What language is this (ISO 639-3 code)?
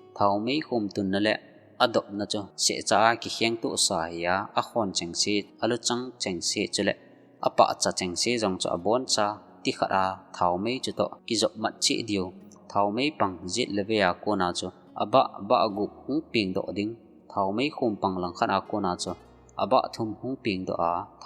tcz